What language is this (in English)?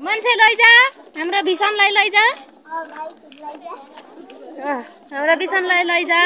Nepali